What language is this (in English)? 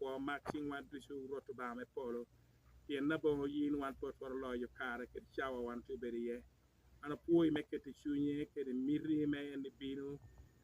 Lango (Uganda)